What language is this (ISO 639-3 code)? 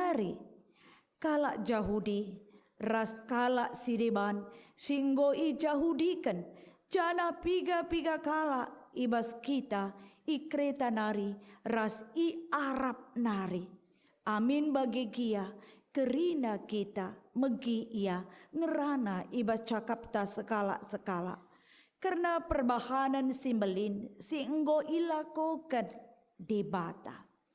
btx